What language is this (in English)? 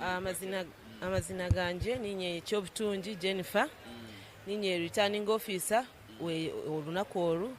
Nyankole